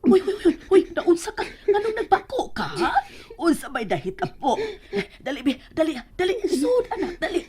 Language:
Cebuano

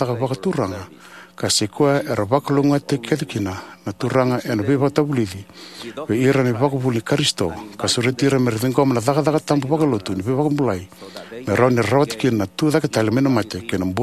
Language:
Fijian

